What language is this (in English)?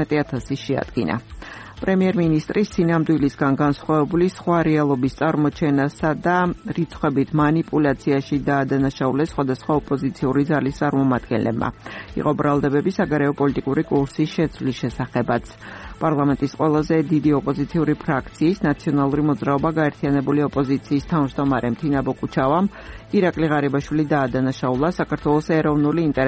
Georgian